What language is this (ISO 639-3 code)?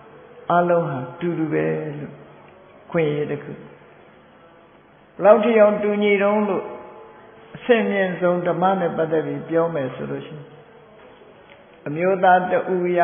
mya